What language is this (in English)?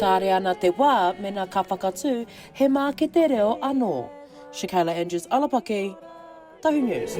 Māori